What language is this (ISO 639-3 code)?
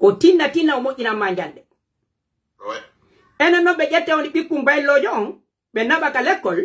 fuf